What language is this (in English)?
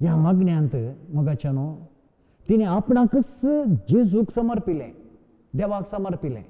Konkani